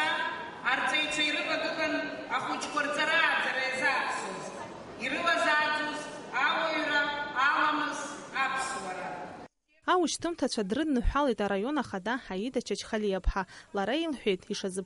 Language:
Abkhazian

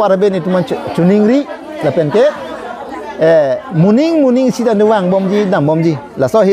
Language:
Karbi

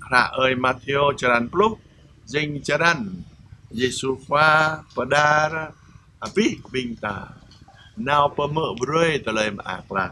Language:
Jarai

